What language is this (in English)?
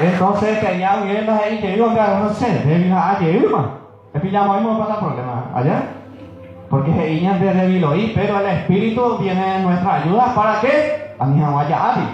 Guarani